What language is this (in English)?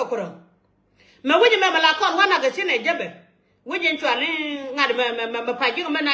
Nuer